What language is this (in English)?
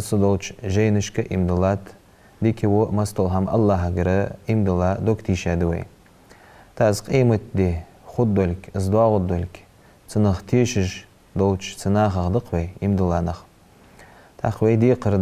Ingush